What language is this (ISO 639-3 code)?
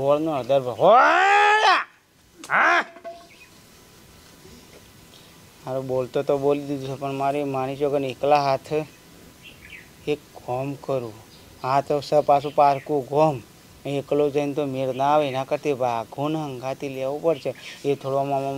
guj